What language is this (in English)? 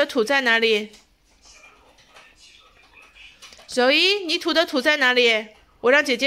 Chinese